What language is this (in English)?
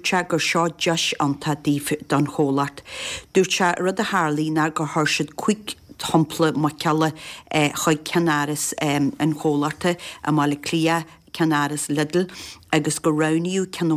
Irish